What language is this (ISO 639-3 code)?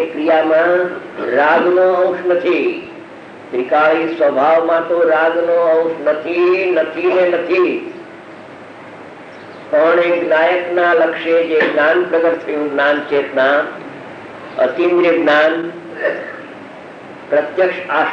guj